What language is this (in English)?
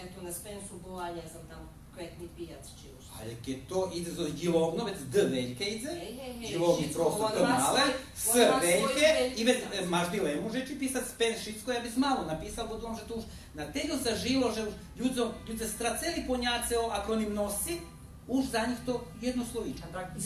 Rusyn